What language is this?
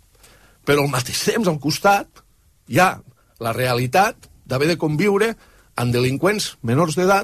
Catalan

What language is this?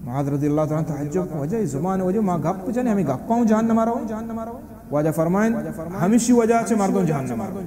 Baluchi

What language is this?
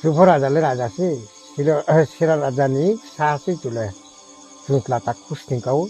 Riang (India)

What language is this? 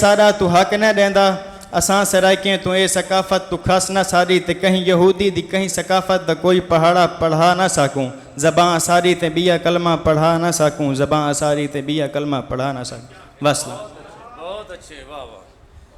Saraiki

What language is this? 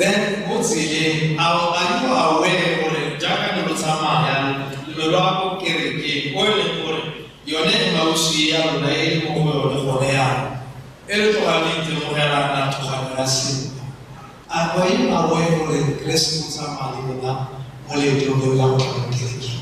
Tswana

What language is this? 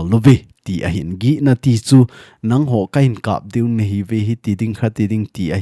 Thado Chin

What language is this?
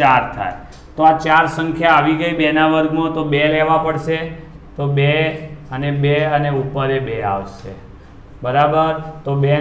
Gujarati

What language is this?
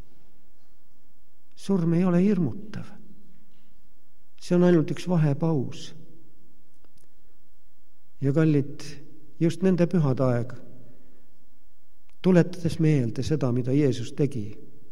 Estonian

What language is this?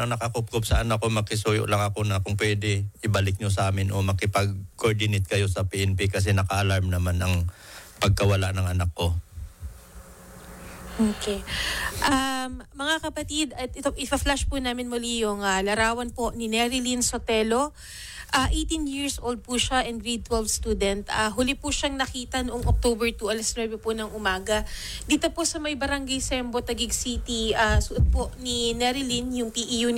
Filipino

